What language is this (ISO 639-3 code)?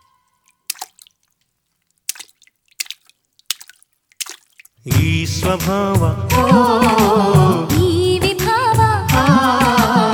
kan